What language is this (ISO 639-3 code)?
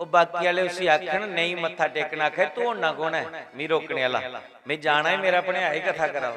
doi